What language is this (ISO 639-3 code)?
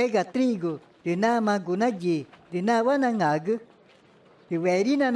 tca